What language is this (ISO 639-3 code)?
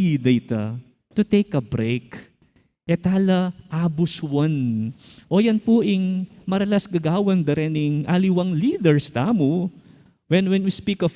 pam